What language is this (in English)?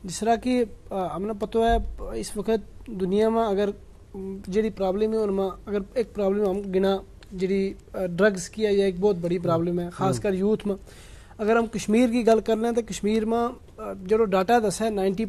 Gujari